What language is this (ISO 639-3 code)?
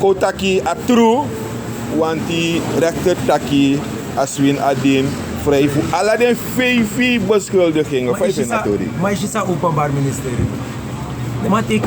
srn